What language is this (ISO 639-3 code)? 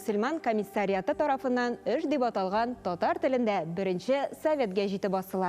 tat